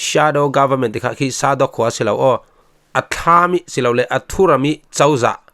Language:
Falam Chin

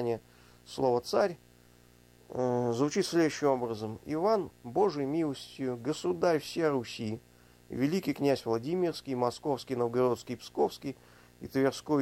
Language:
Russian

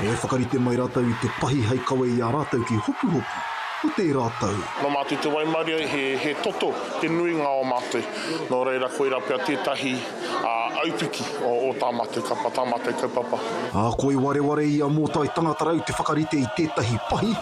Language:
Māori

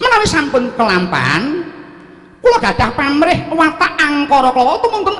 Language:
Javanese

